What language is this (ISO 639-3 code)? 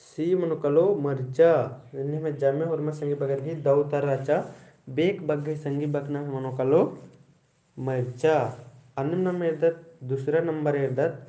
kru